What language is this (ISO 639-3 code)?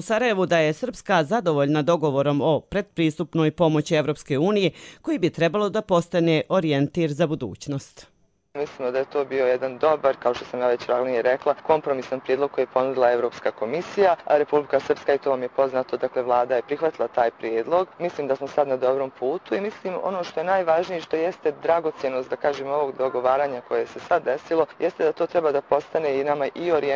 hrv